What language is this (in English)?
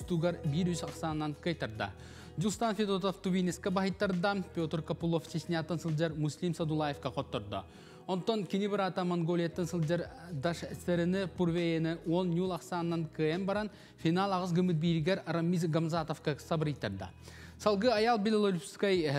Yakut